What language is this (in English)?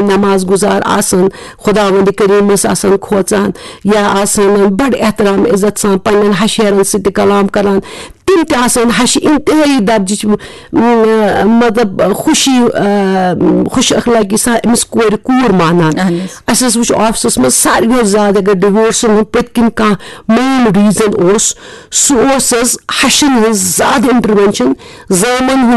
Kashmiri